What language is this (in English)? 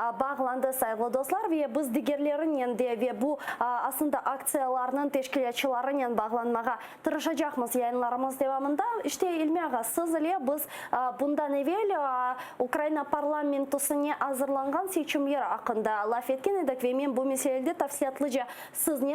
Crimean Tatar